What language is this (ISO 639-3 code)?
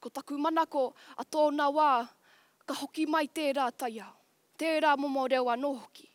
mri